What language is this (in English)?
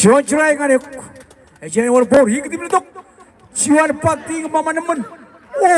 Marshallese